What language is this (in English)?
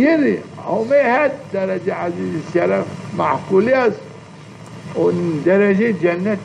Zaza